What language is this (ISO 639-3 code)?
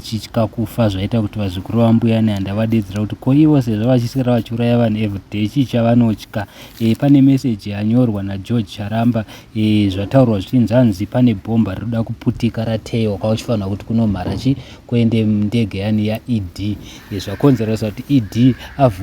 sna